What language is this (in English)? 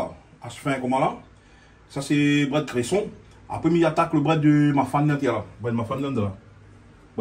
Réunion Creole French